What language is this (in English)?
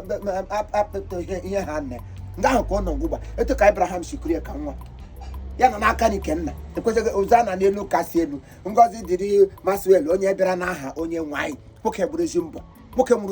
Igbo